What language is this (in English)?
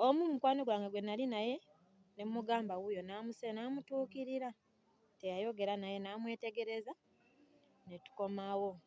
Ganda